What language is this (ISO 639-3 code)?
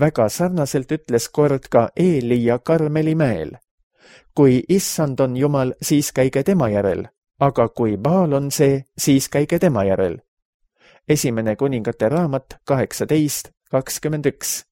est